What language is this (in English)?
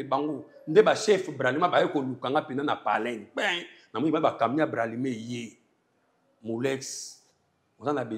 Lingala